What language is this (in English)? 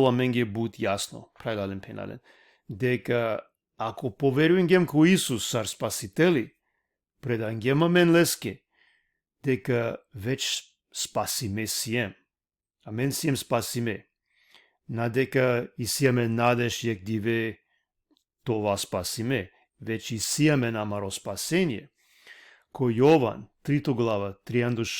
Balkan Romani